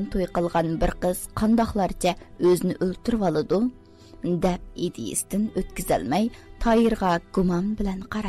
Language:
Uyghur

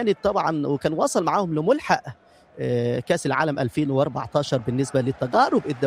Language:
North Levantine Arabic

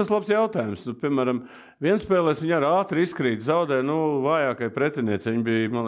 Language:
Latvian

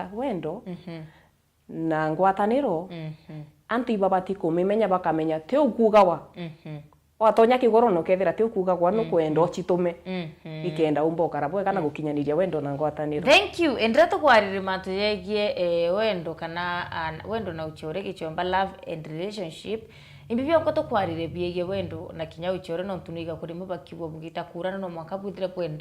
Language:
Meru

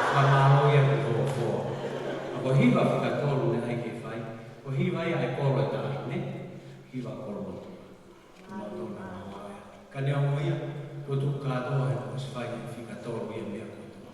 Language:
Tongan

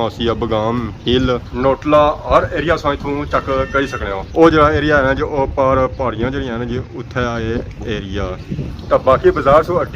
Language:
Pahari-Potwari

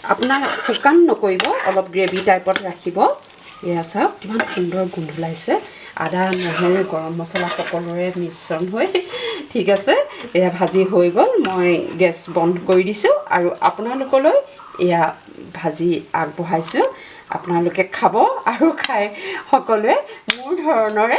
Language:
Assamese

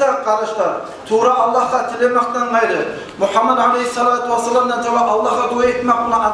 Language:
Kumyk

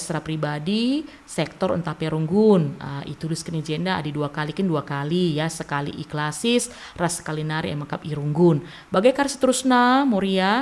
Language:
Batak Karo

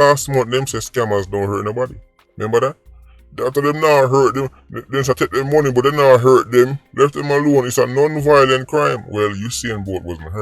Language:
Jamaican Creole English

